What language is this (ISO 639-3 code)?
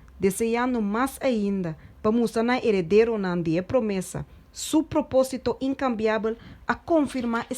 pap